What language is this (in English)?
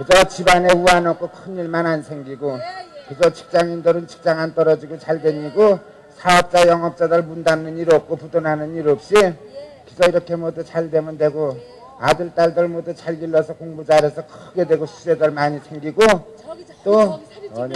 Korean